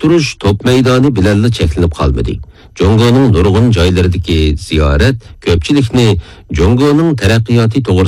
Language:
Uyghur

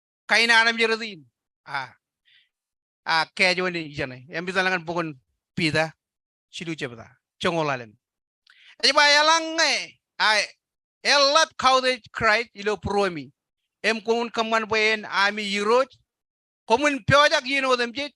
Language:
Marshallese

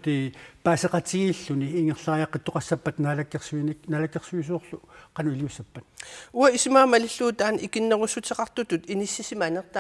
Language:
Kalaallisut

